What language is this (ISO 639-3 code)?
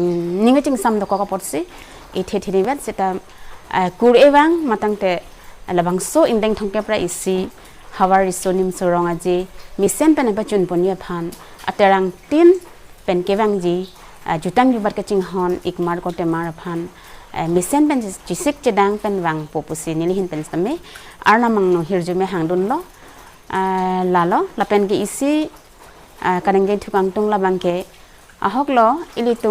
mjw